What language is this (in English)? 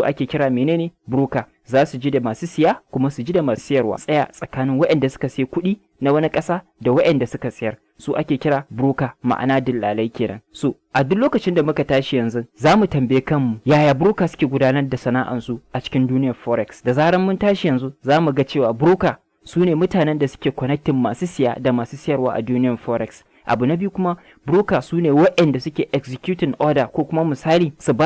Hausa